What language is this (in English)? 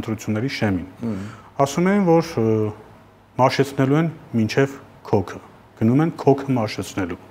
Armenian